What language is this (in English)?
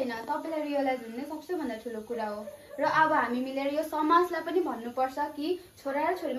Nepali